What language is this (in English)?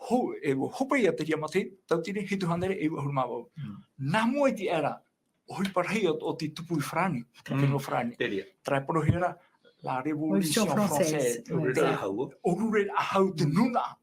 Tahitian